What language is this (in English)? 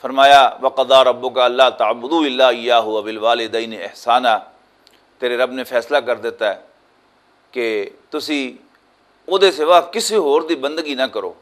Western Panjabi